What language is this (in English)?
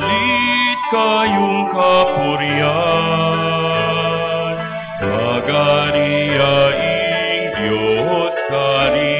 Pampanga